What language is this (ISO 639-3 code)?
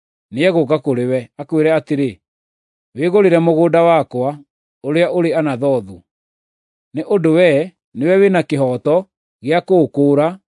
kik